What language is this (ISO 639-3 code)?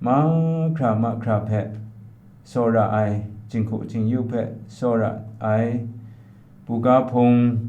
kac